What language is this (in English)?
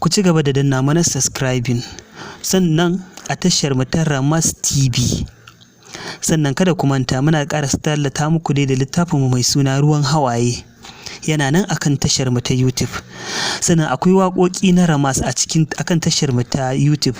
Hausa